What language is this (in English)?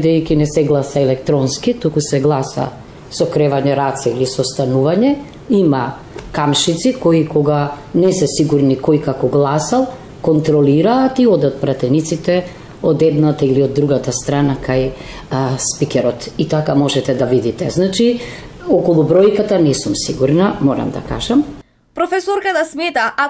Macedonian